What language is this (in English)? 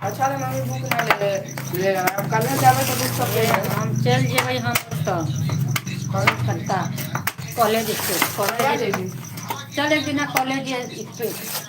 Maithili